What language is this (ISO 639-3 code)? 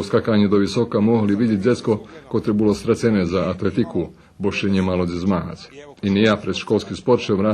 rue